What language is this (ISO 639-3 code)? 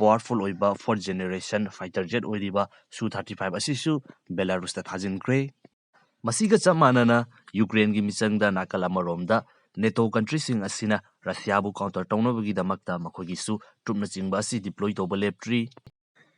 mni